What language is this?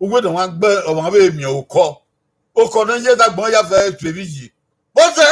Bini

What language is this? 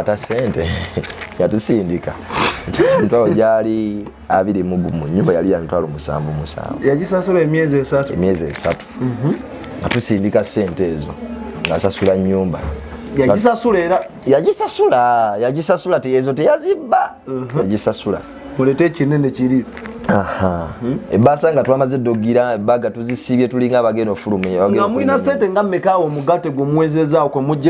Ganda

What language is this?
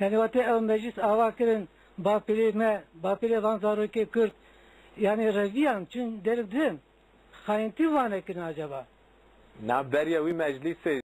Kurdish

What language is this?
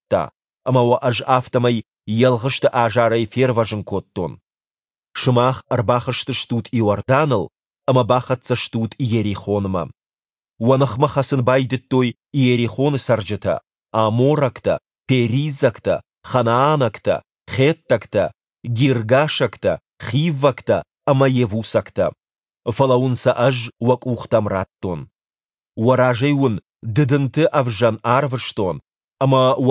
Ossetic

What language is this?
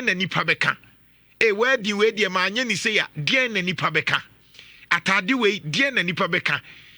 Akan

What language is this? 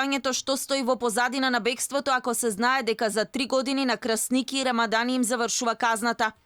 Macedonian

